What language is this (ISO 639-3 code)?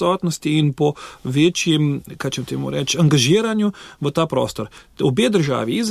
slv